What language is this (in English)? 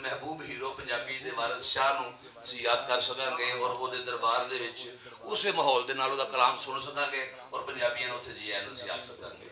Western Panjabi